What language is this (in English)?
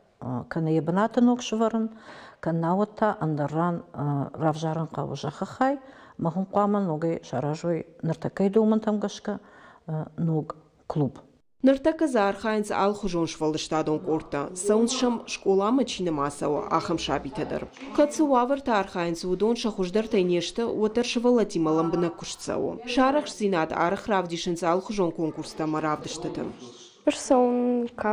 Ossetic